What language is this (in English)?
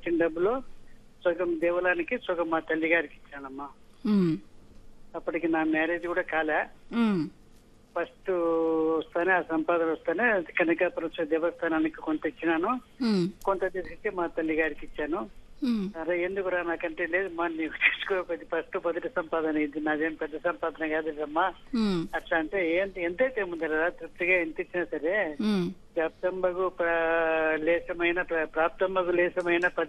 Telugu